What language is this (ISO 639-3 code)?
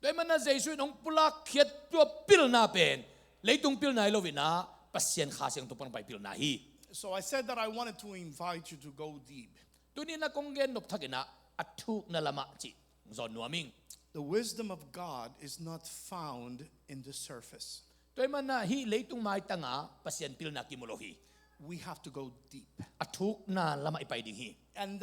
ctd